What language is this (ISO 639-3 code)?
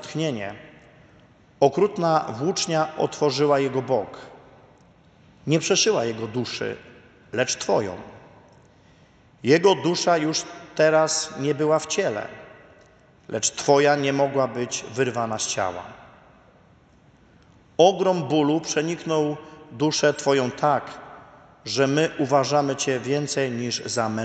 pol